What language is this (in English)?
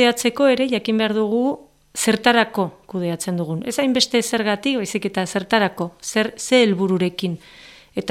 Basque